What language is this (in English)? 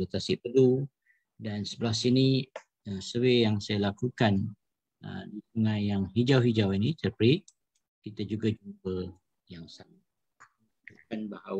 Malay